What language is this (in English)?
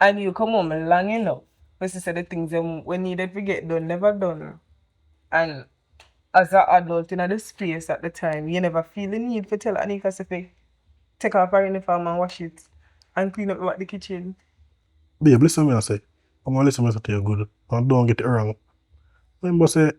Jamaican Creole English